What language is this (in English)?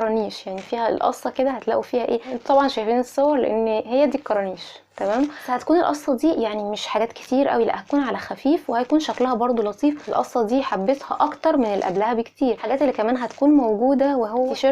Egyptian Arabic